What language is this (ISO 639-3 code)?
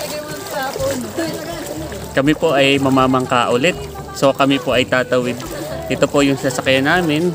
fil